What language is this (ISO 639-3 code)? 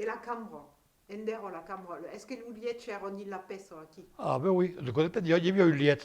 oci